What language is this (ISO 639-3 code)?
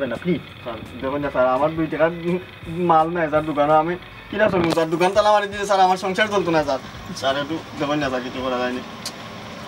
syl